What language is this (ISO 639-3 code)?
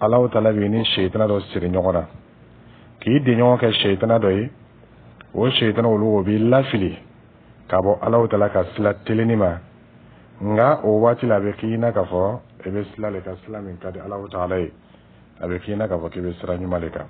dyu